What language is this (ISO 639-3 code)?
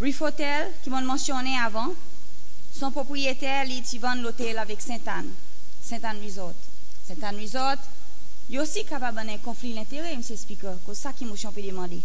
crs